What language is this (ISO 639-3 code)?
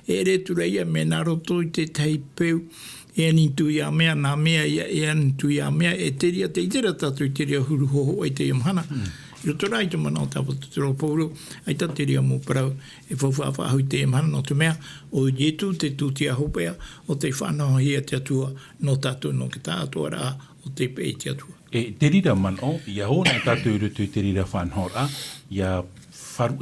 tah